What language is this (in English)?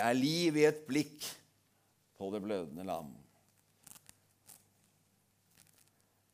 Norwegian